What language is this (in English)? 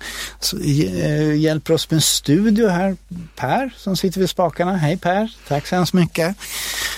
Swedish